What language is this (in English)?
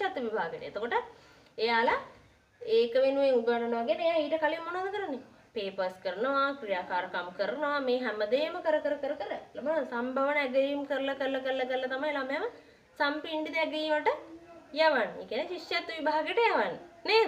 Sinhala